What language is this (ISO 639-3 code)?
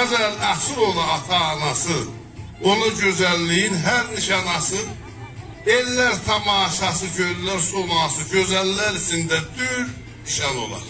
azb